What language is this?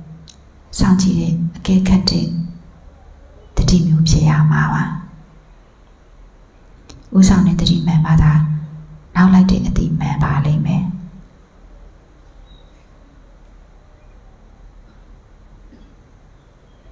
Burmese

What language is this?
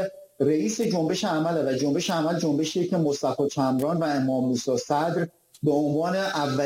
Persian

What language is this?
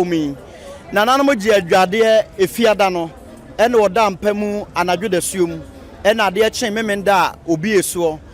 Akan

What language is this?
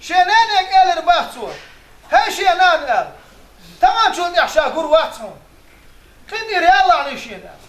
Chechen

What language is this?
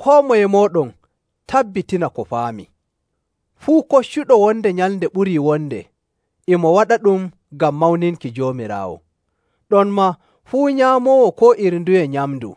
Nigerian Fulfulde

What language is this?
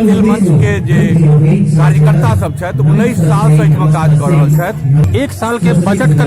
Maithili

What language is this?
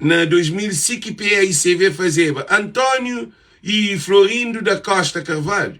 Kabuverdianu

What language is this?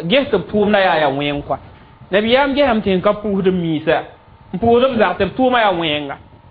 Mossi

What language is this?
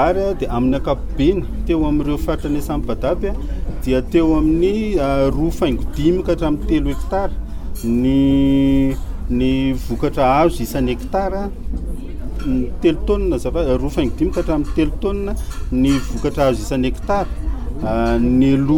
Malagasy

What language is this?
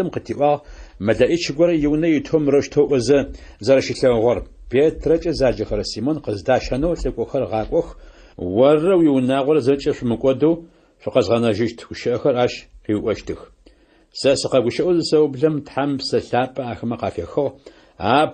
Adyghe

